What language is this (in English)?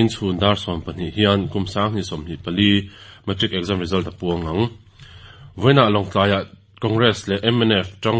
Mizo